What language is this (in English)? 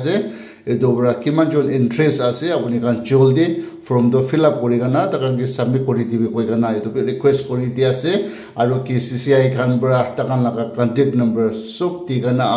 Naga Pidgin